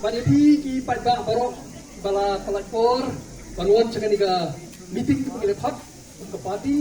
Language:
Khasi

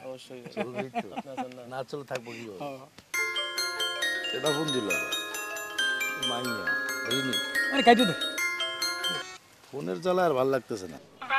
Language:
Bangla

